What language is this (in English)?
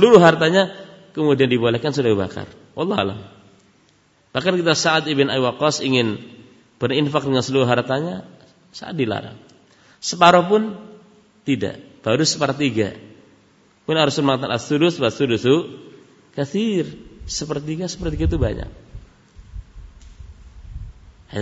Indonesian